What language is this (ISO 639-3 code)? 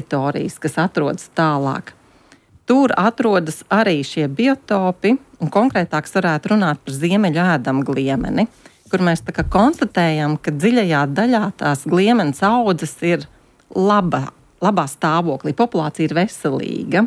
lav